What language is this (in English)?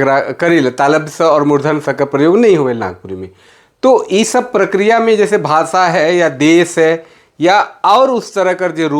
Sadri